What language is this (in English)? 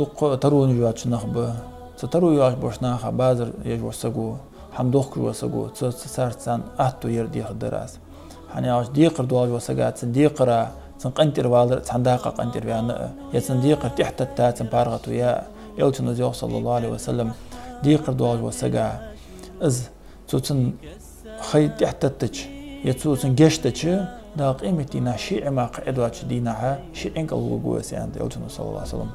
Ingush